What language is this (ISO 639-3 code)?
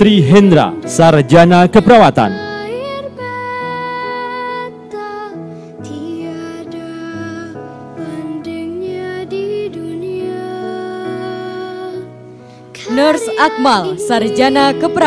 ind